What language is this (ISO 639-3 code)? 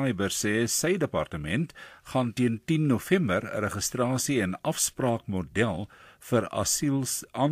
afr